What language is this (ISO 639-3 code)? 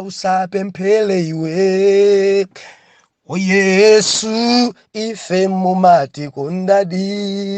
nya